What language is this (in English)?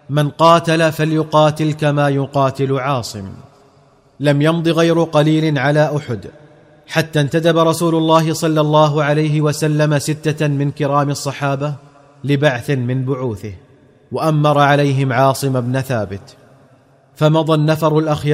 Arabic